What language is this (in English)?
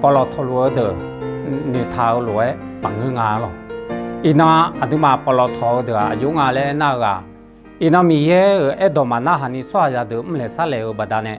Akha